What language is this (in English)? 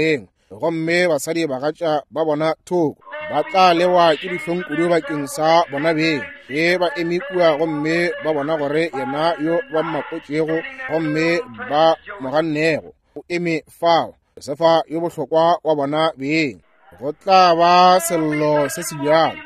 Northern Sotho